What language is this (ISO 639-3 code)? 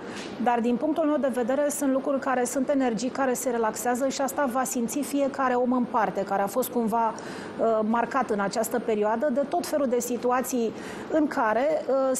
ron